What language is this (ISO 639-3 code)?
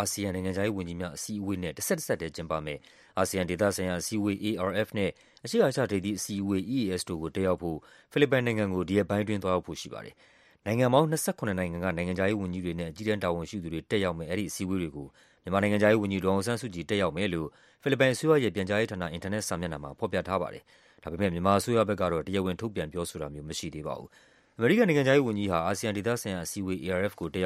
mya